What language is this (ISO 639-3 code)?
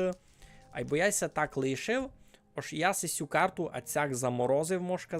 rue